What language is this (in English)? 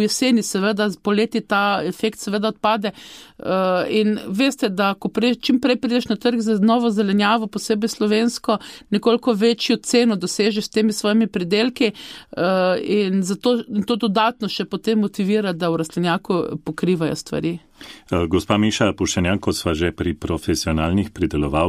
Slovenian